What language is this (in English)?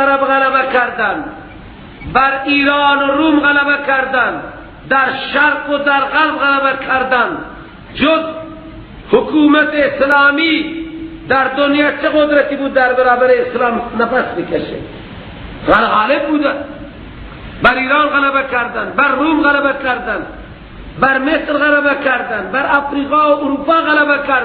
Persian